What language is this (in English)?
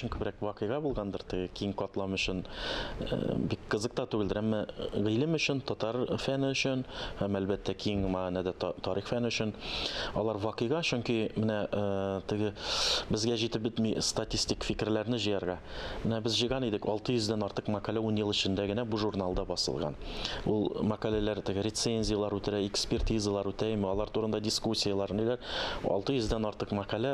Tatar